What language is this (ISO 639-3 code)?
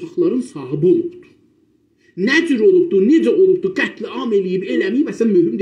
azb